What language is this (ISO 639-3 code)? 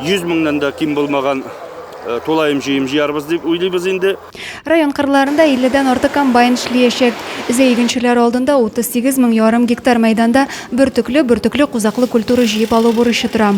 tat